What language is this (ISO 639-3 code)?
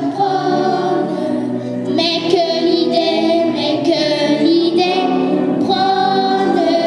pcd